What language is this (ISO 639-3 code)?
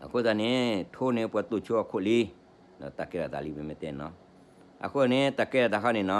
ksw